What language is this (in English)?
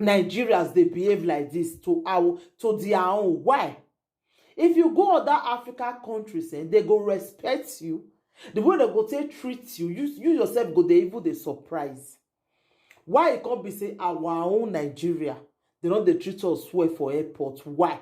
Nigerian Pidgin